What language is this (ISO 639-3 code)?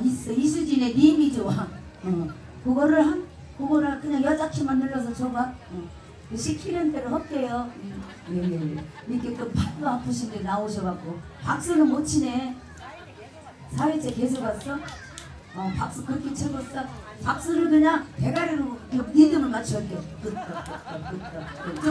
kor